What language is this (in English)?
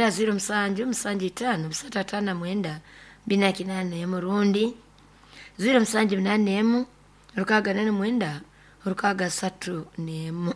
Nyoro